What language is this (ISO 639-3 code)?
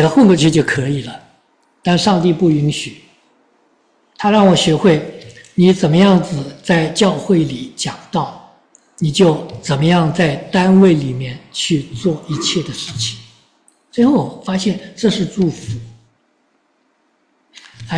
zho